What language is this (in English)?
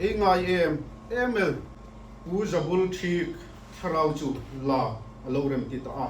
Hmar